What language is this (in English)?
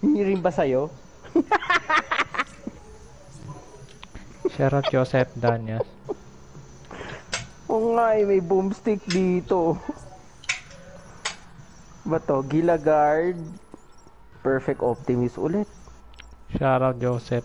Filipino